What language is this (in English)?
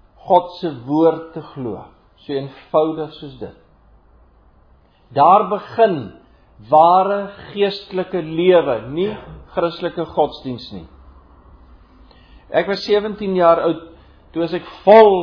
Afrikaans